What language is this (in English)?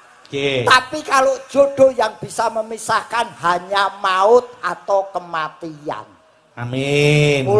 Javanese